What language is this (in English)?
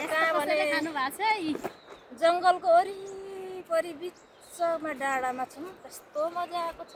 Nepali